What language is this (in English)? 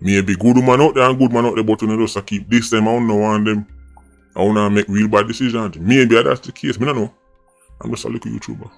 Jamaican Creole English